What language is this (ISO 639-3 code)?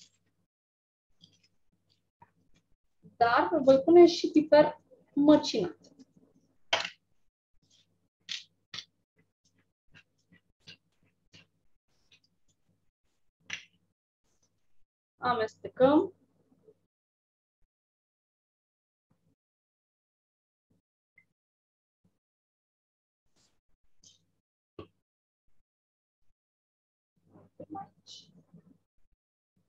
ron